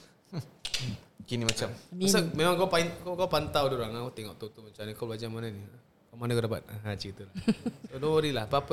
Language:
Malay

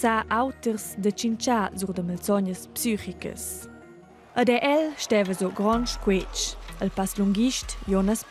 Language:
Romansh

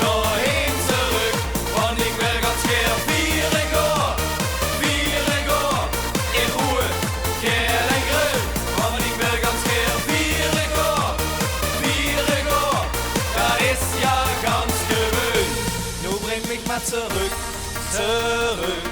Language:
Limburgish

